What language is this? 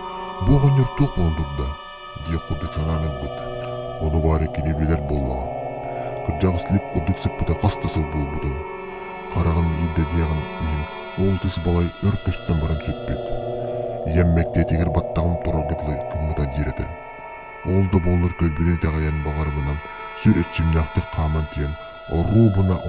Yakut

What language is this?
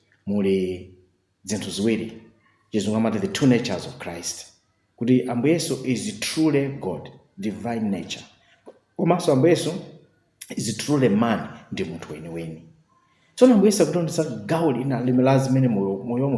Nyanja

